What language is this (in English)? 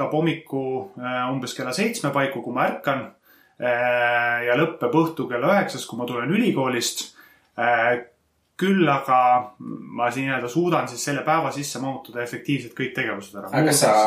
Estonian